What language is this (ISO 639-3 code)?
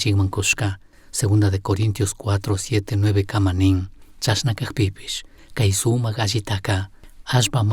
qug